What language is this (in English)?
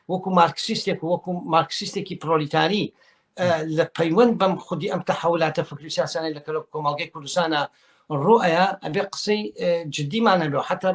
Central Kurdish